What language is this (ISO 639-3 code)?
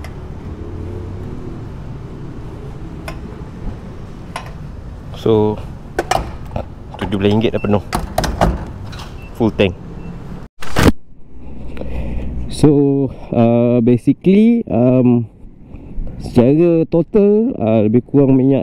msa